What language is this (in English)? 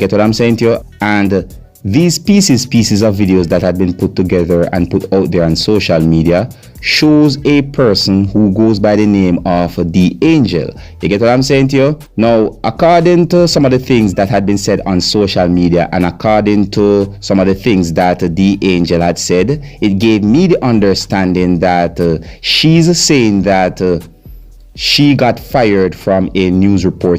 Jamaican Creole English